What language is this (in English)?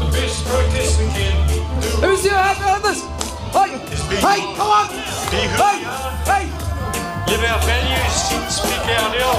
Māori